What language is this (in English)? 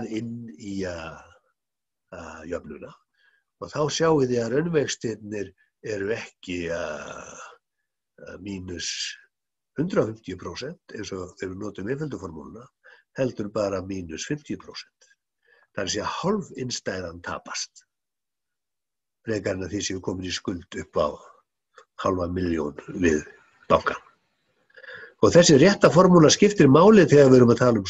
Icelandic